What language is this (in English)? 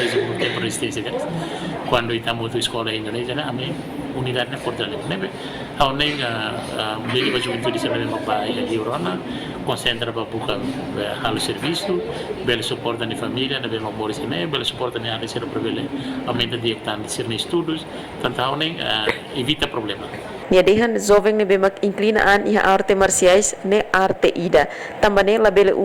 Tetum